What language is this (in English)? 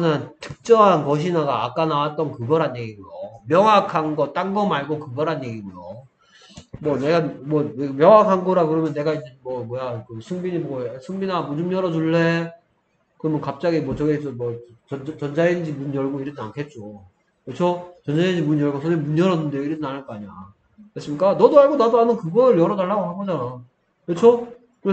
Korean